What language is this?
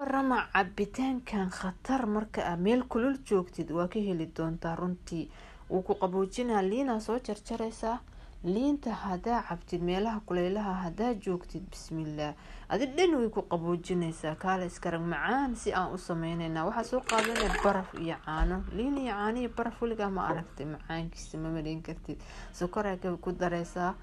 Somali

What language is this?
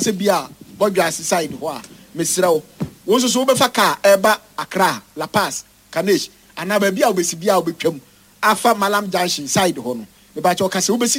Akan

